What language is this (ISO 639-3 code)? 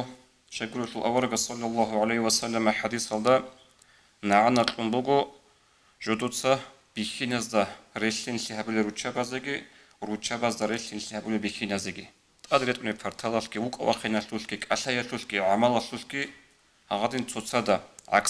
ava